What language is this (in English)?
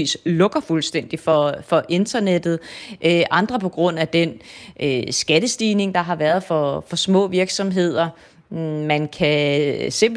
Danish